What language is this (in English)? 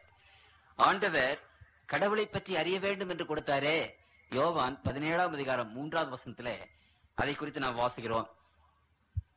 Tamil